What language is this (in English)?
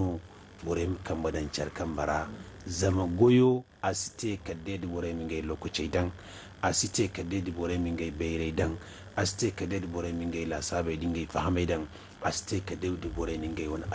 Zarma